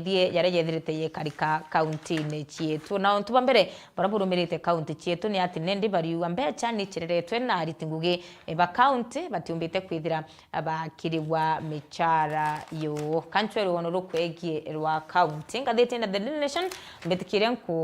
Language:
Meru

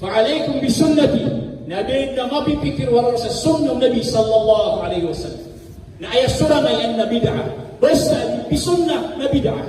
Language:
Maranao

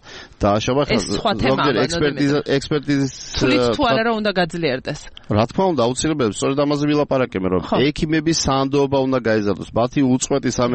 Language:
Georgian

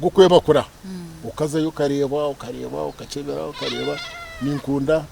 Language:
Nyankole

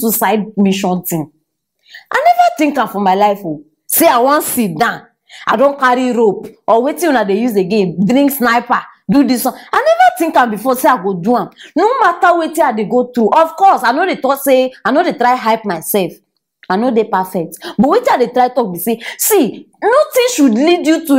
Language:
Nigerian Pidgin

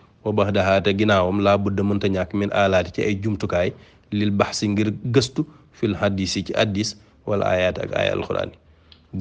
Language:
Wolof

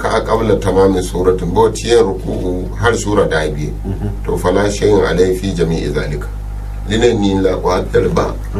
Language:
Gourmanchéma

